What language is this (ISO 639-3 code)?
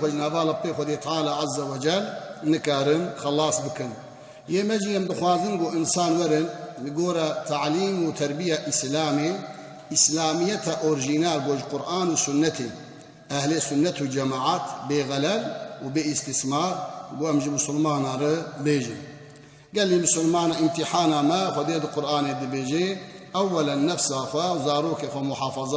kur